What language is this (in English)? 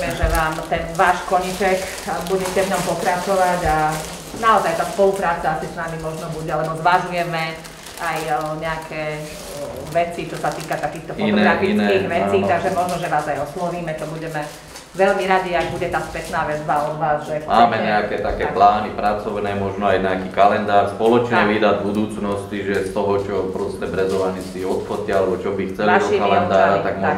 Slovak